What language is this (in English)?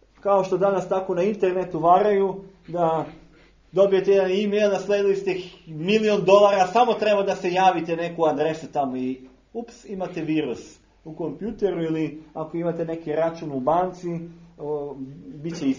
Serbian